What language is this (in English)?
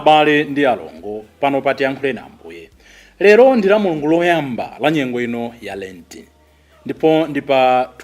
Nyanja